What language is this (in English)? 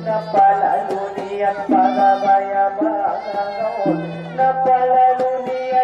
Batak Angkola